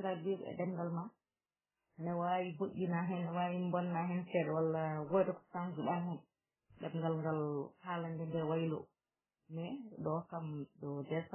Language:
Fula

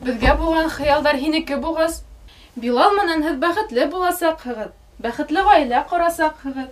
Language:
Bashkir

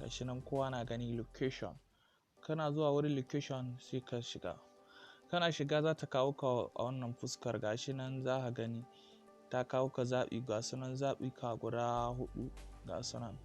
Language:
Hausa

